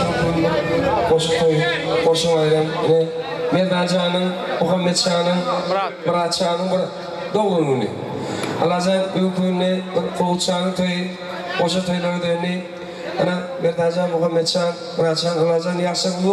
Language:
Turkmen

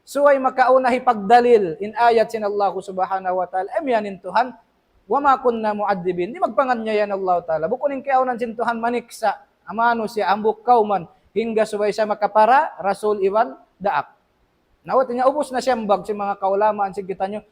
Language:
Tausug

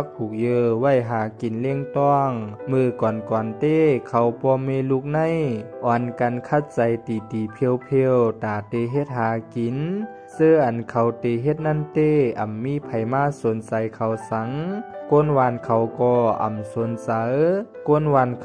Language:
Shan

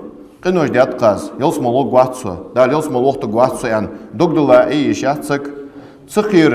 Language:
Ingush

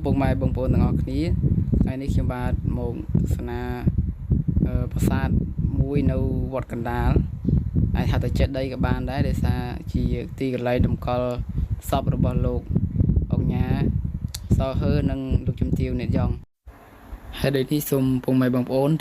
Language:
Khmer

